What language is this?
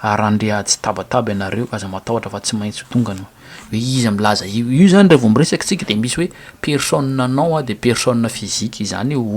Malagasy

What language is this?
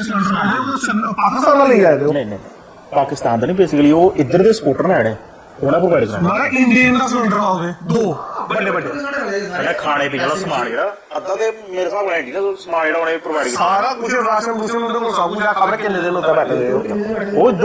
Dogri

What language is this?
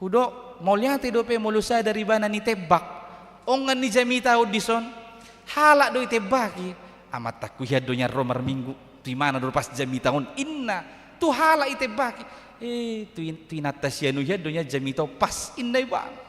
Batak Toba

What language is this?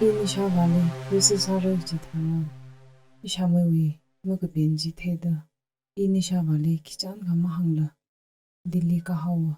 Tangkhul Naga (India)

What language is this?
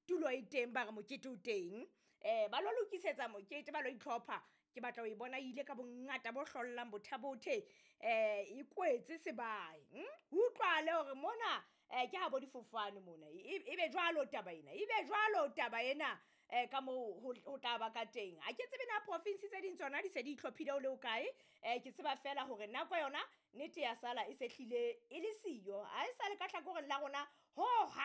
Southern Sotho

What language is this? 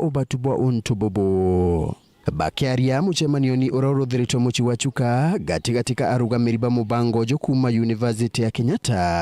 Meru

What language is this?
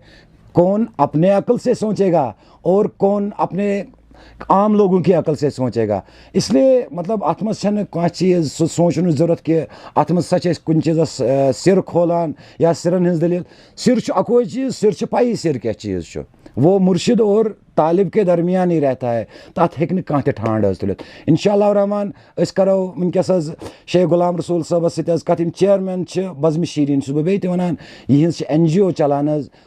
Kashmiri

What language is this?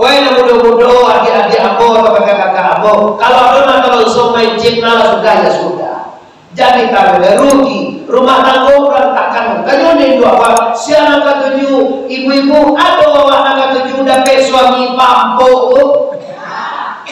Minangkabau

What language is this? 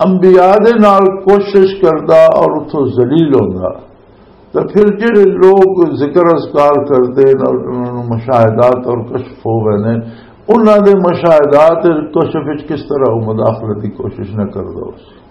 Western Panjabi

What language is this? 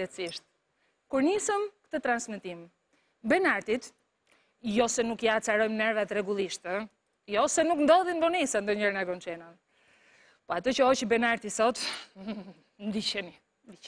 Albanian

